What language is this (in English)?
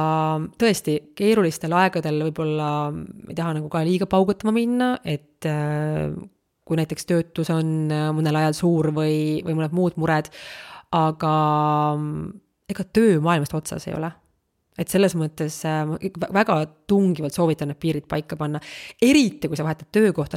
Estonian